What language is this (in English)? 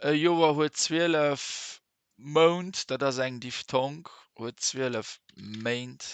Luxembourgish